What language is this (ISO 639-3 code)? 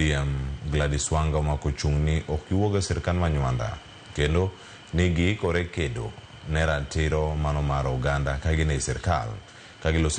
luo